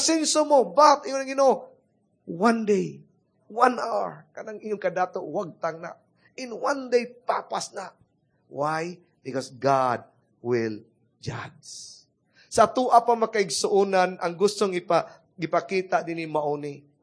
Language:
Cebuano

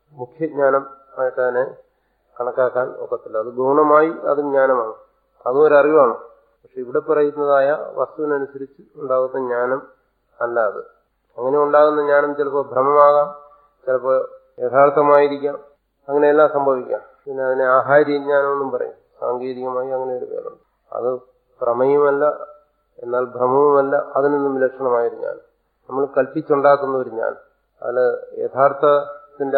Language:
Malayalam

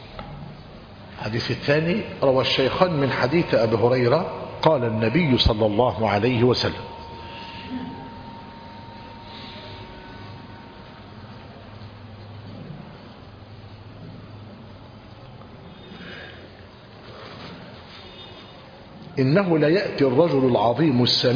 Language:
Arabic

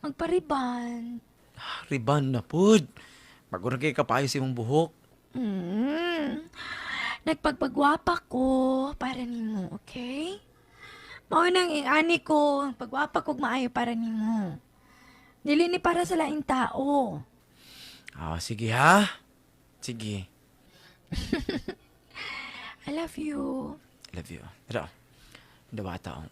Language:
Cebuano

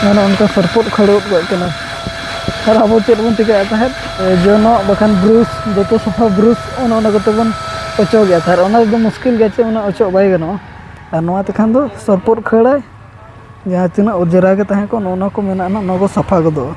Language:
Santali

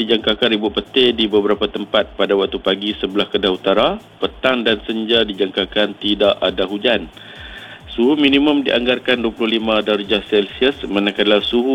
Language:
Malay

